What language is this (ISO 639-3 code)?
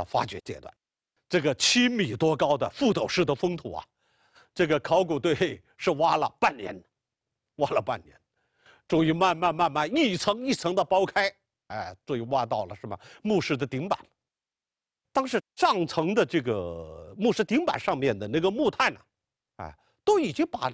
zho